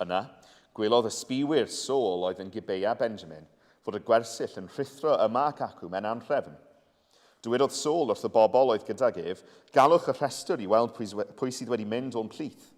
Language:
Welsh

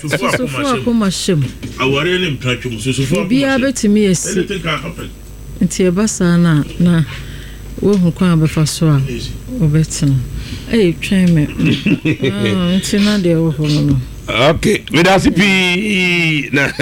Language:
Akan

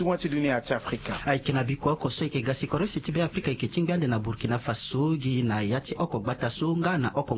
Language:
Sango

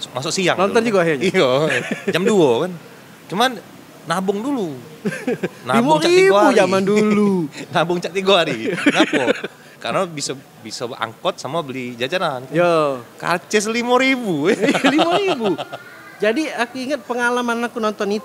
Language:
Musi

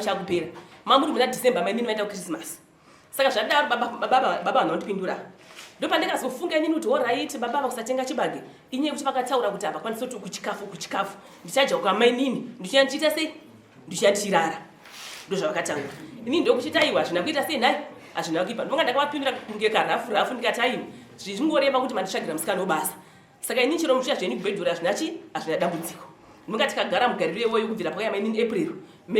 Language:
Shona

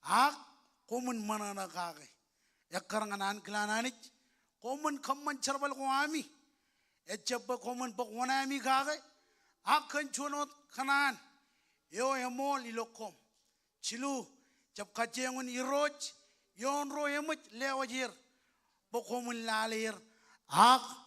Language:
Marshallese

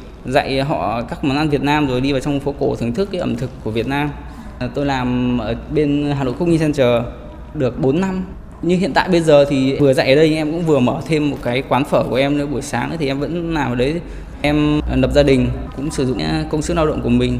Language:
Vietnamese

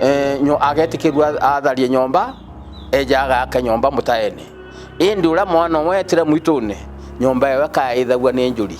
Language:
Meru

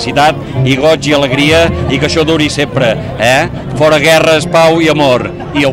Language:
Catalan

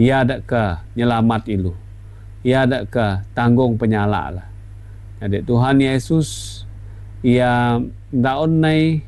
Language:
Iban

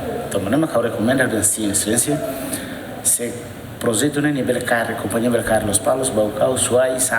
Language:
Tetum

